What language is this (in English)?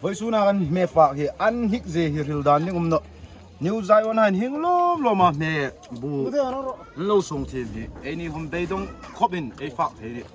Hmar